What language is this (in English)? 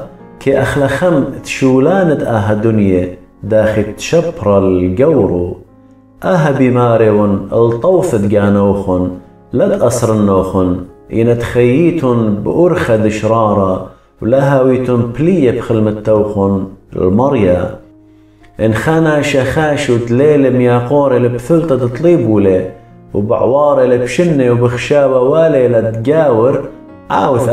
Assyrian Neo-Aramaic